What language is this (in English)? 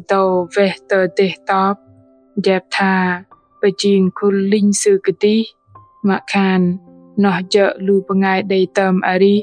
Bahnar